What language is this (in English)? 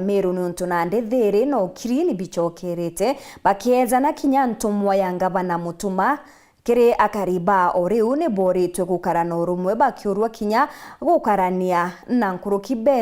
Meru